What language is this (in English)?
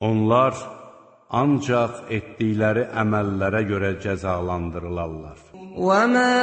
Azerbaijani